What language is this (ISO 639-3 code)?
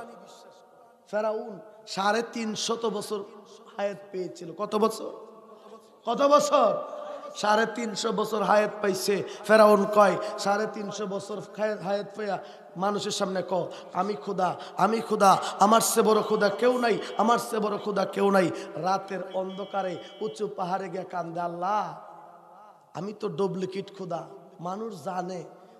ben